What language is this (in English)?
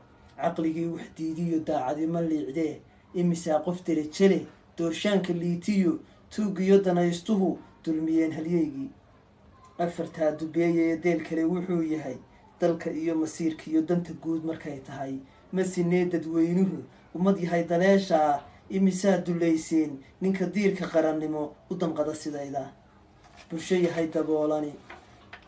Somali